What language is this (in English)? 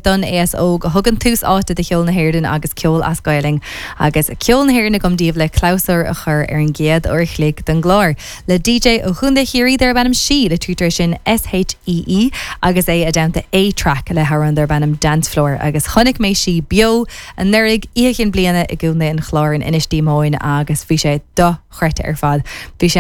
Irish